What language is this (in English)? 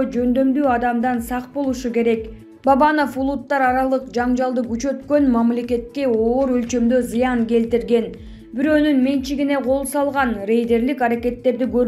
Kyrgyz